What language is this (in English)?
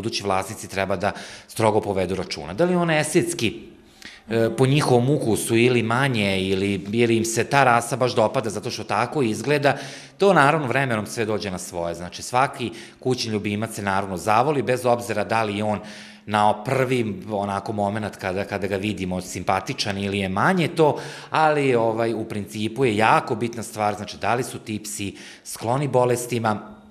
Serbian